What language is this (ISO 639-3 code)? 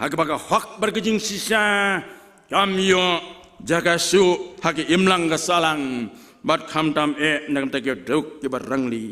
kha